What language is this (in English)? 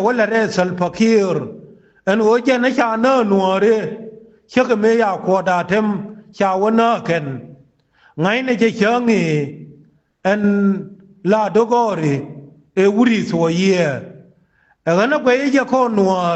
Nuer